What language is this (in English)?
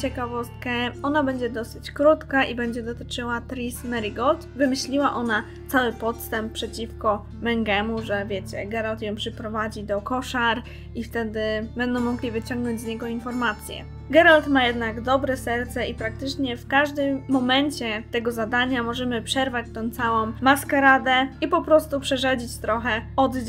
Polish